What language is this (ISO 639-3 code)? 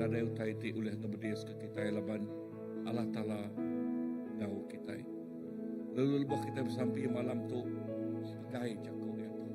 iba